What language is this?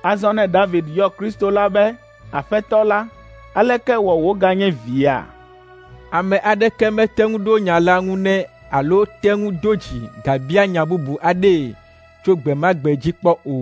Ewe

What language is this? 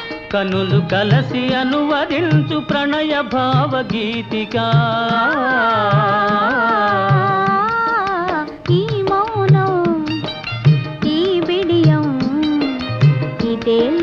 Telugu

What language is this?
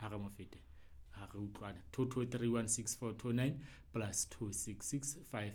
Southern Sotho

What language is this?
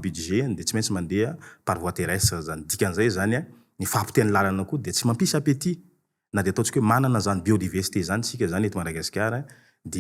Malagasy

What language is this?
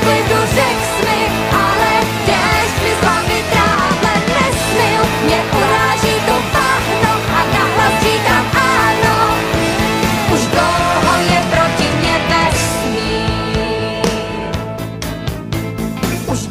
Czech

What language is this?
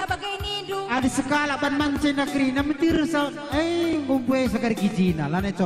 Batak Karo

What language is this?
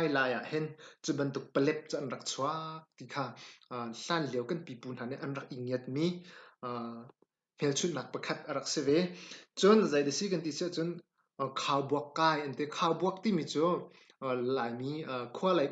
Hakha Chin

